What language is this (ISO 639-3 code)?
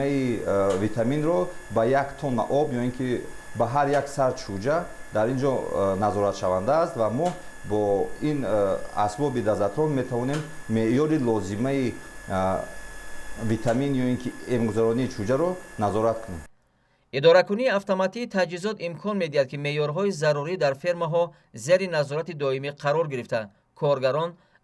tgk